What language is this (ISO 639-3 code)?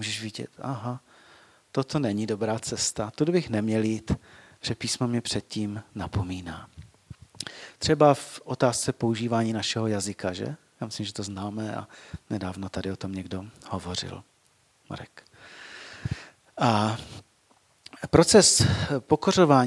ces